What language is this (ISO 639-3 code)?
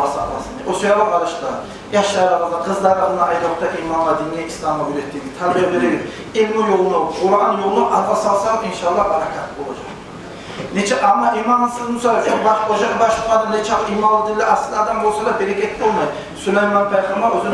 kum